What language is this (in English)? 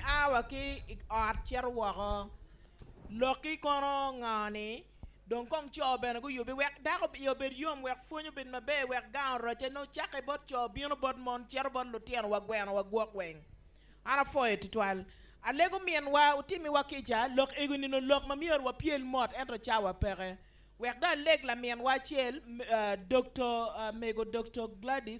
Acoli